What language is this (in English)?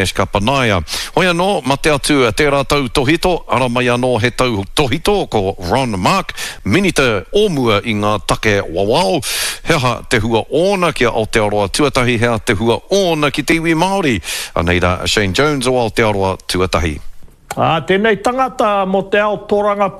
Māori